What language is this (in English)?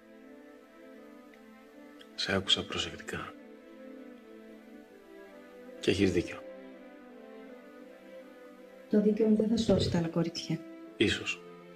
Greek